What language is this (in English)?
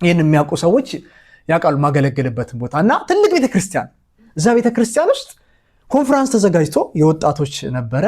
Amharic